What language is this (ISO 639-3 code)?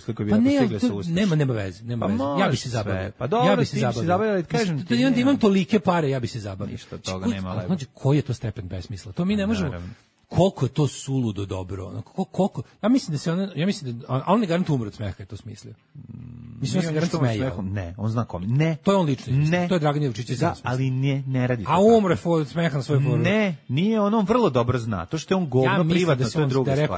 srp